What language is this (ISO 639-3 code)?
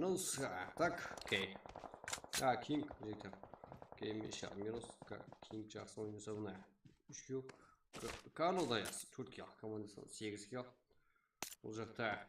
kaa